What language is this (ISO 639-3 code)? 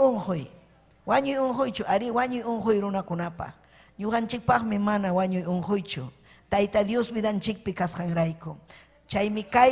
quy